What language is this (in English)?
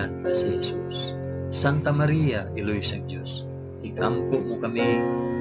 Hiligaynon